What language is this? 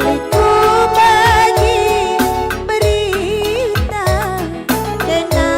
Batak Karo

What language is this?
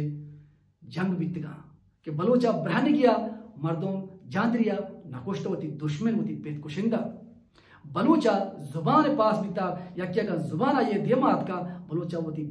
Baluchi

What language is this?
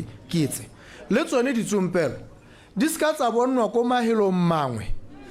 Tswana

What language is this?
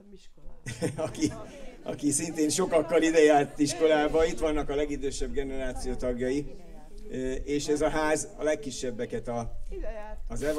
Hungarian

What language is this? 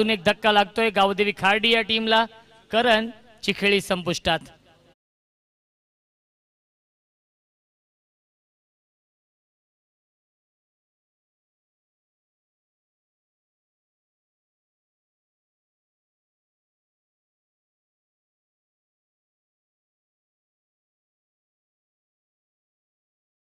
Marathi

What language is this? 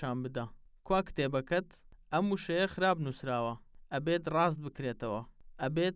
Central Kurdish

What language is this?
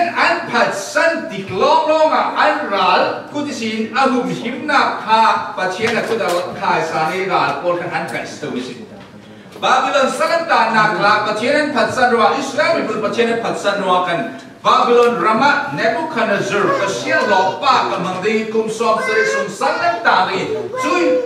Falam Chin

